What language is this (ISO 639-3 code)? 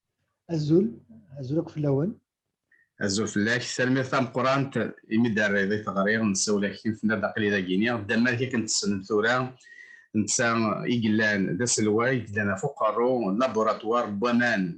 kab